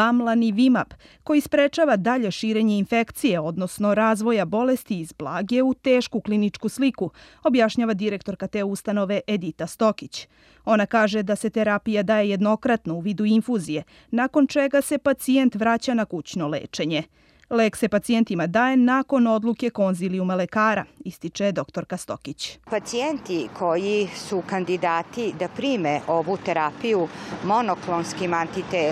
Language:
Serbian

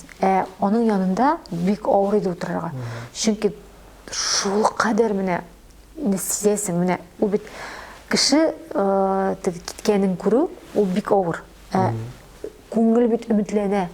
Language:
Tatar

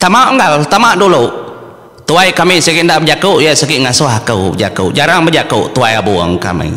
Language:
Iban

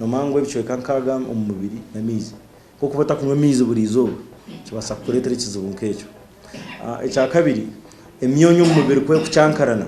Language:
Nyankole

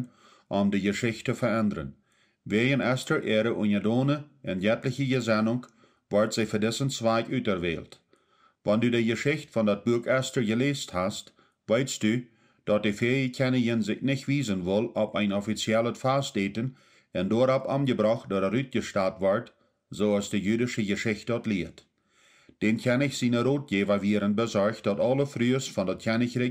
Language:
Plautdietsch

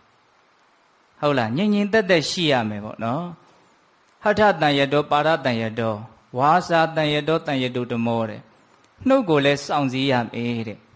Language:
Burmese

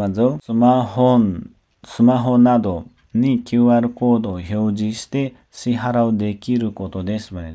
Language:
Nepali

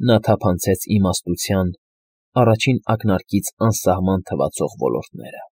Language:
Armenian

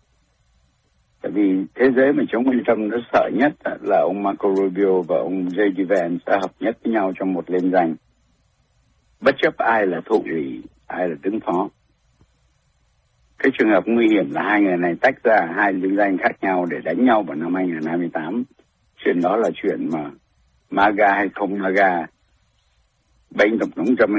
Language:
Vietnamese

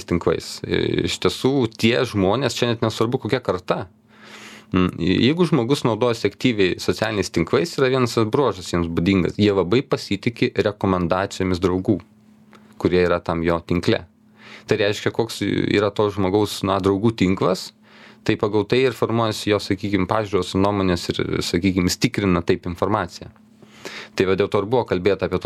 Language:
Lithuanian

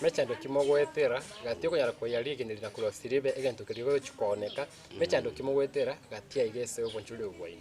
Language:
Gusii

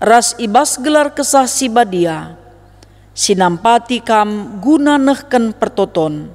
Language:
Batak Karo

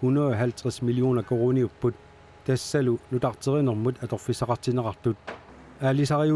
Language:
Kalaallisut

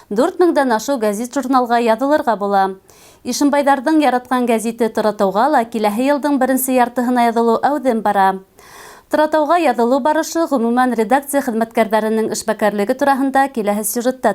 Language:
Bashkir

